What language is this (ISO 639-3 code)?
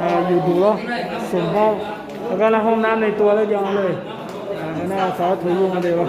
ahk